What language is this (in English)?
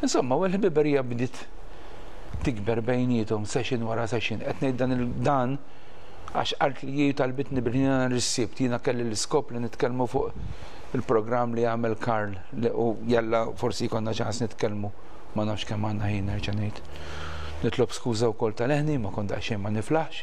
Maltese